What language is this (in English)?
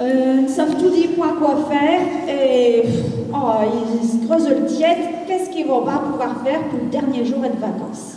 Picard